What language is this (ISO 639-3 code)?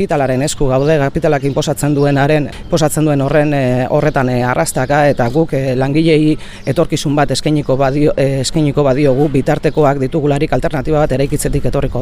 eus